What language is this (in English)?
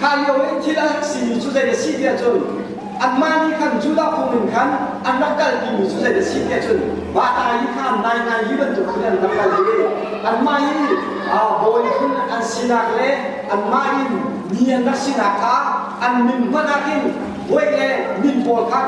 Hakha Chin